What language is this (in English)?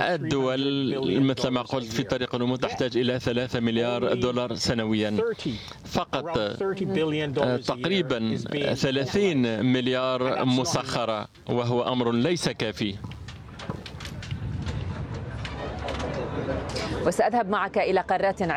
Arabic